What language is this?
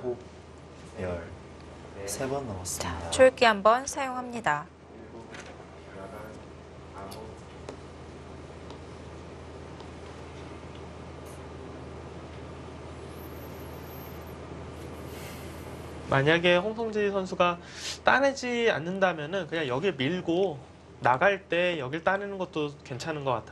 Korean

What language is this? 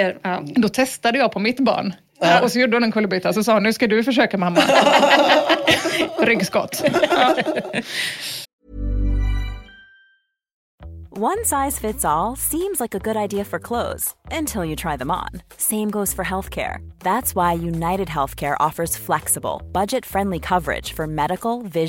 Swedish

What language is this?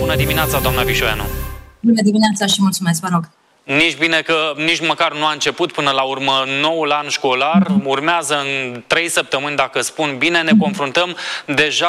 Romanian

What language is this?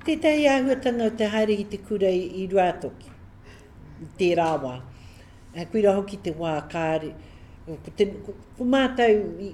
Māori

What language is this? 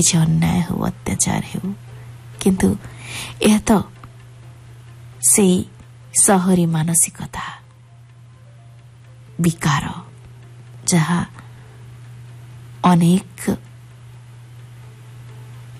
Odia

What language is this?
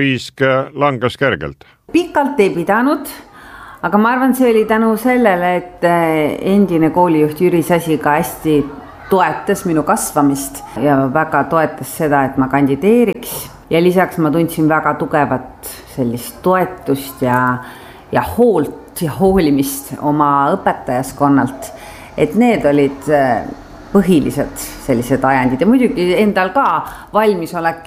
Estonian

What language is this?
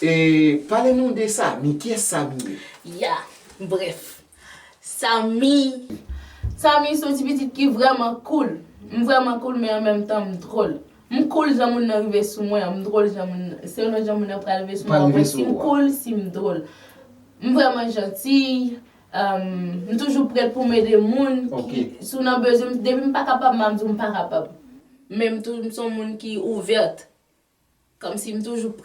Haitian Creole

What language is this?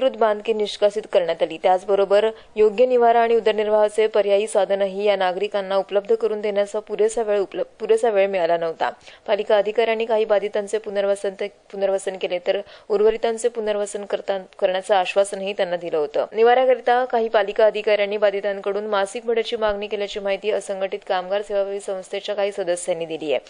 Marathi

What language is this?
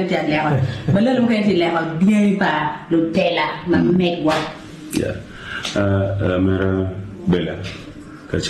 Acoli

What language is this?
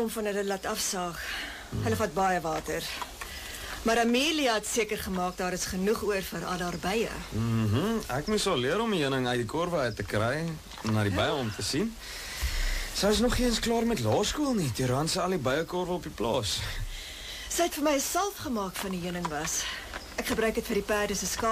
Afrikaans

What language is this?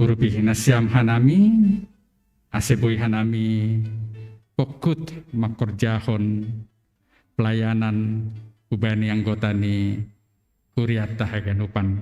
Batak Simalungun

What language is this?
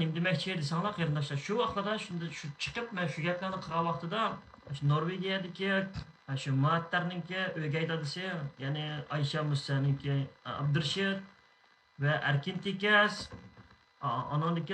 Uyghur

